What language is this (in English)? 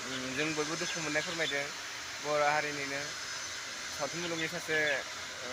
Bodo